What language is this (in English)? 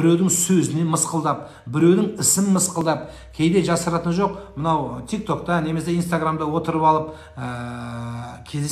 Kazakh